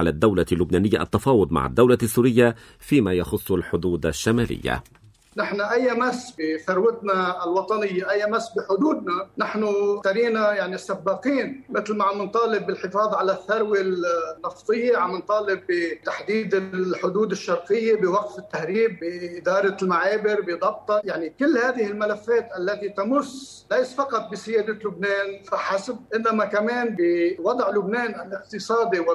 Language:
North Levantine Arabic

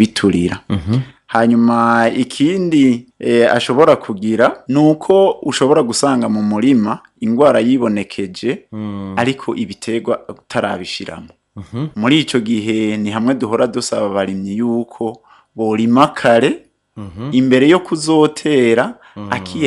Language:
Rundi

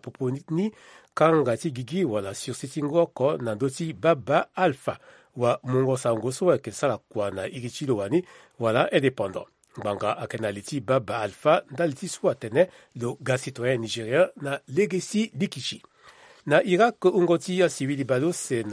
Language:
Sango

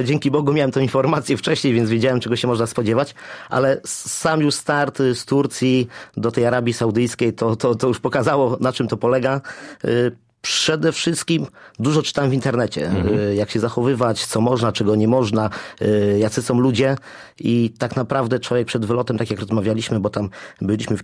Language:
Polish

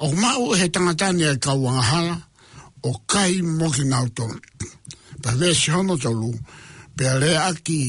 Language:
Tongan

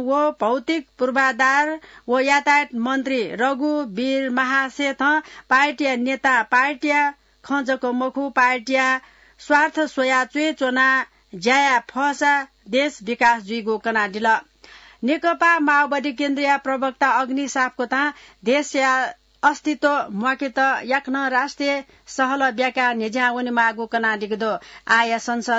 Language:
Newari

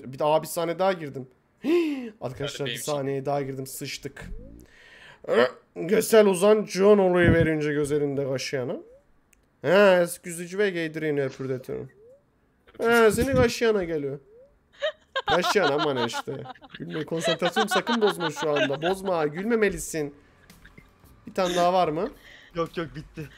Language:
Turkish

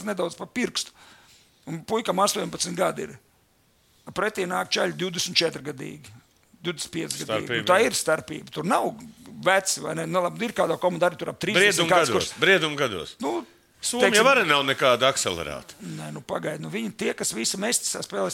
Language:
Latvian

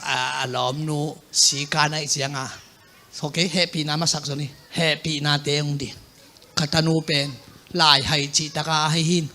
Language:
Tedim Chin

